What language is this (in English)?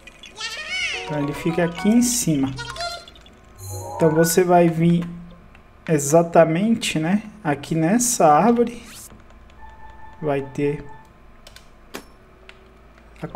Portuguese